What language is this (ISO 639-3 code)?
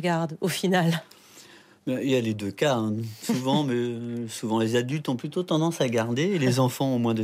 fra